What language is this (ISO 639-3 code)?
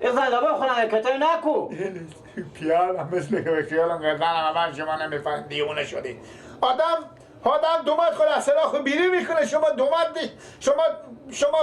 fas